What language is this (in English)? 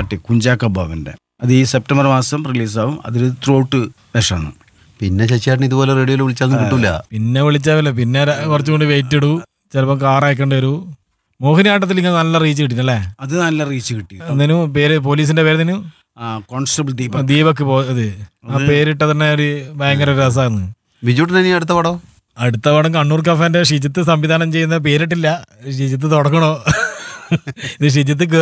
Malayalam